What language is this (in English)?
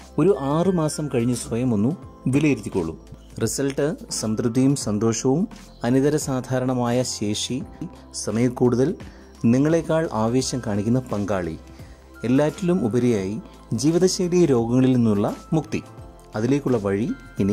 Malayalam